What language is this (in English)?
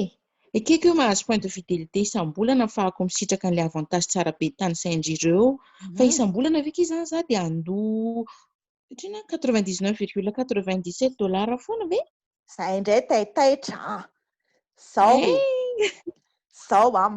Malagasy